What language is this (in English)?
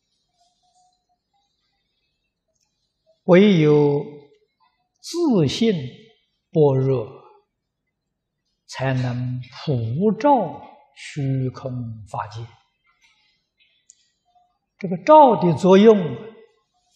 Chinese